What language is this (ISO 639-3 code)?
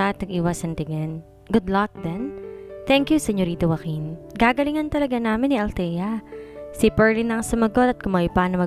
fil